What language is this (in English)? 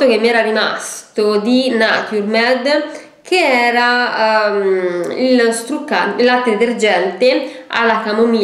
Italian